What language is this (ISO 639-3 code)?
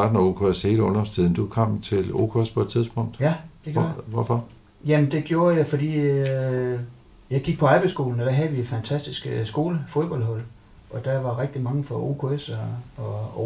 dan